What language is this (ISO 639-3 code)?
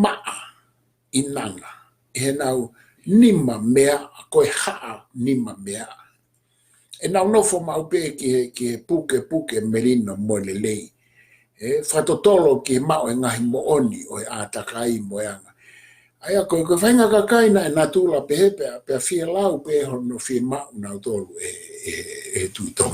ton